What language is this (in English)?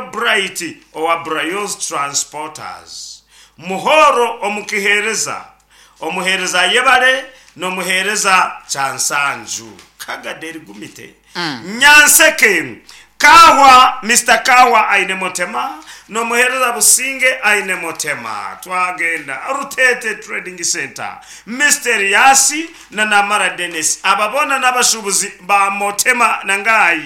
Nyankole